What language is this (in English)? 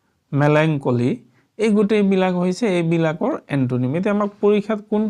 Assamese